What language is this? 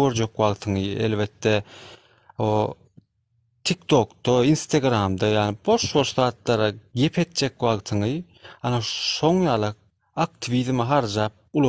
Turkmen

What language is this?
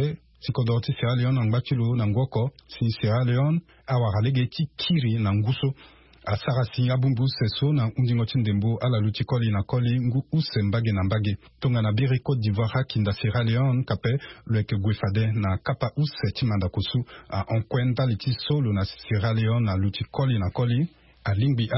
Sango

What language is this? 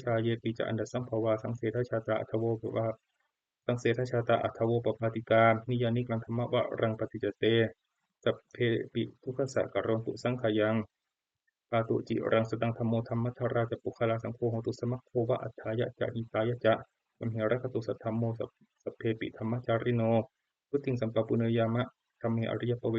Pali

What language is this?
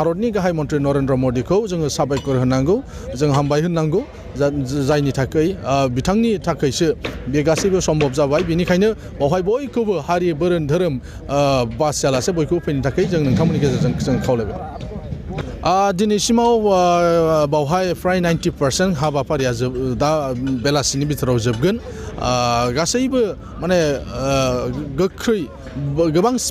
Bodo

